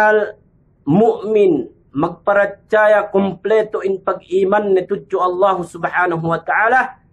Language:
Yakan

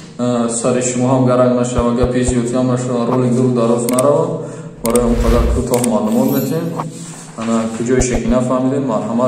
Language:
Tajik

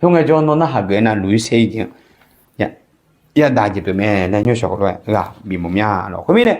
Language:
Akha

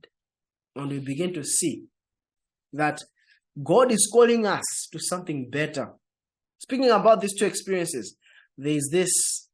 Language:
English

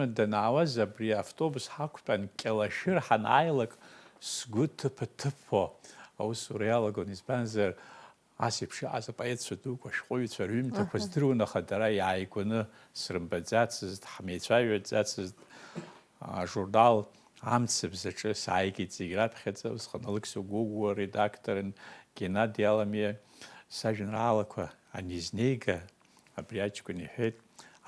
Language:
Abkhazian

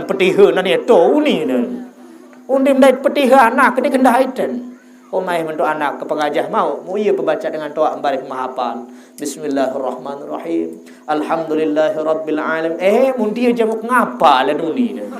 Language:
Sasak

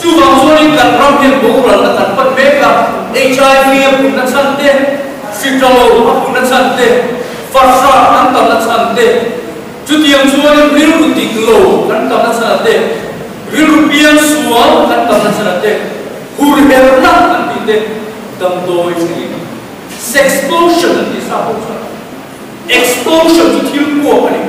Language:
Mizo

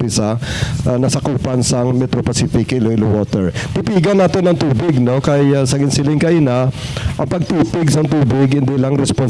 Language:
Hiligaynon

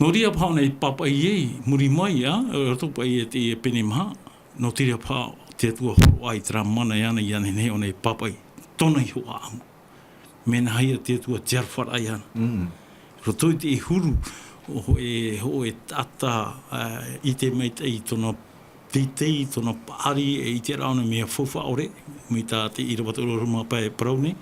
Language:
Tahitian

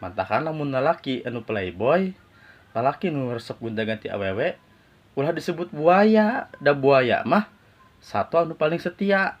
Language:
Sundanese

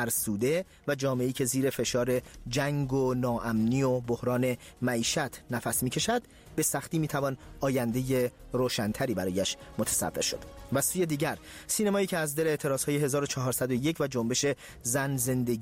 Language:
Persian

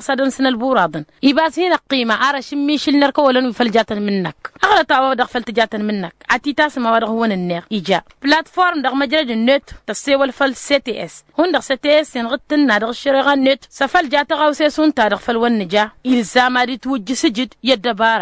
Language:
Tamasheq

